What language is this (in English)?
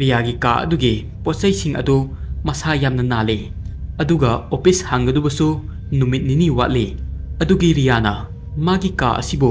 Manipuri